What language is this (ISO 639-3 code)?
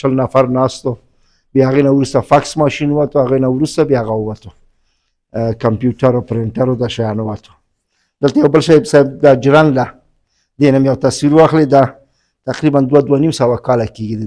pus